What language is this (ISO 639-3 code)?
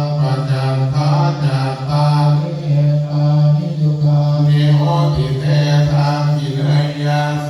pli